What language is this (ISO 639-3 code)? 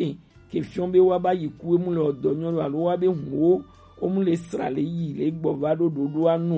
gej